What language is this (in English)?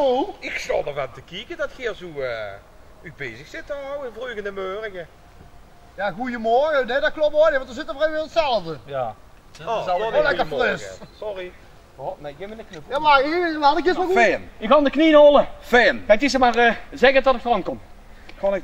Limburgish